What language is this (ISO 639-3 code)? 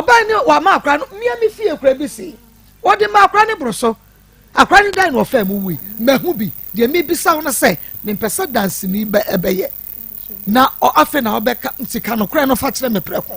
aka